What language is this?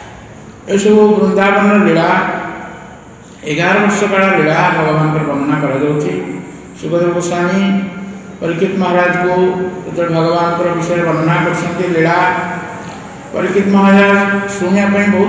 Odia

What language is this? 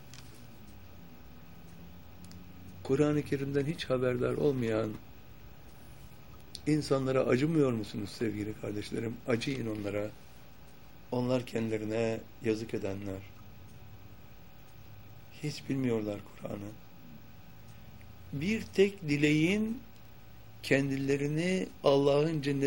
Turkish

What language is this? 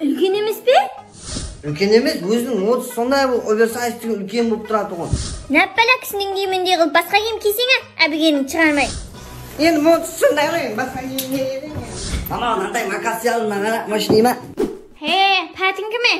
Kara-Kalpak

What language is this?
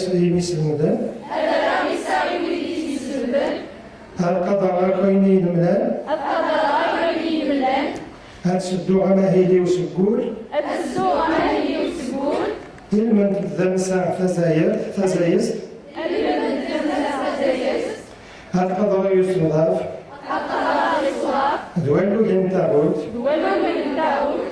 Kabyle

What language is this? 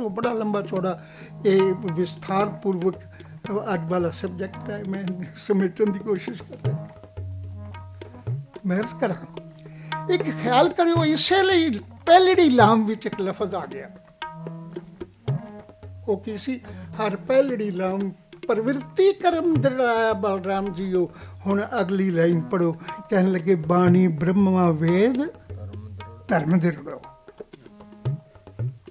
Punjabi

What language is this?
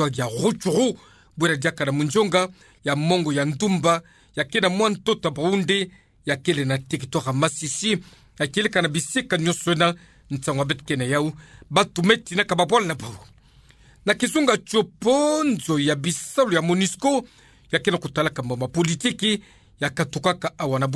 Kituba (Democratic Republic of Congo)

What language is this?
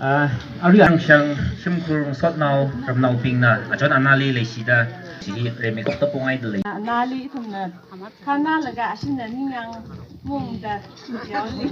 Tangkhul Naga (India)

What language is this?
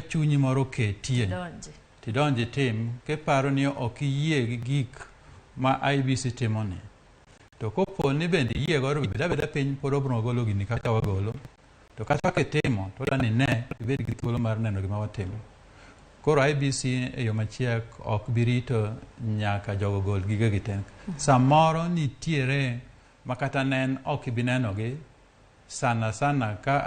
Luo (Kenya and Tanzania)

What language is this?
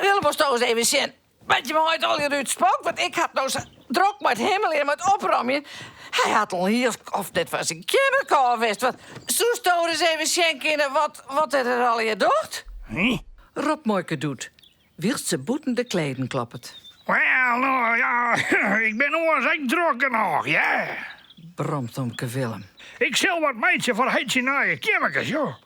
Western Frisian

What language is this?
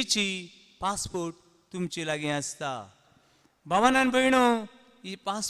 Konkani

